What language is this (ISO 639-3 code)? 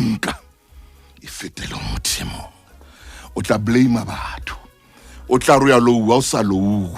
sot